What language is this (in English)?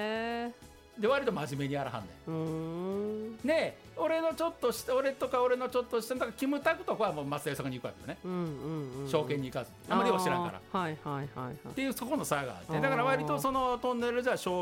Japanese